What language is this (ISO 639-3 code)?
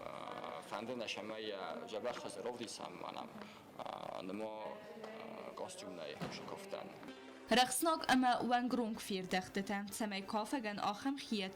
oss